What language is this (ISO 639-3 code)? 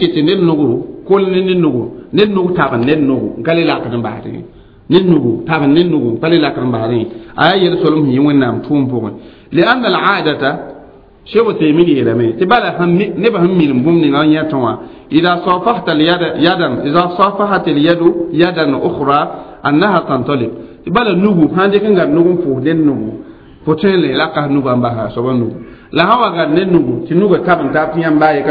mos